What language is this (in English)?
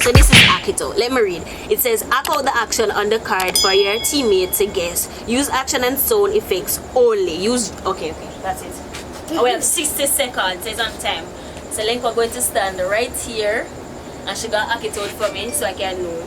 Jamaican Creole English